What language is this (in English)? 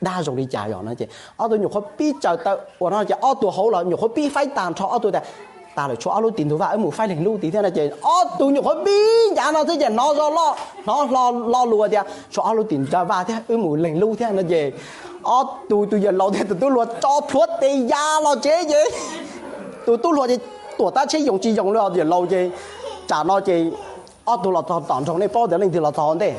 Hmong